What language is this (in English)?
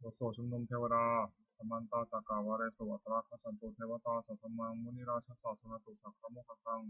Pali